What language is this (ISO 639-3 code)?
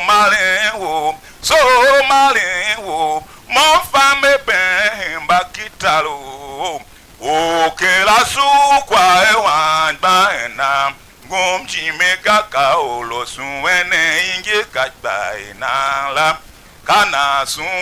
tiv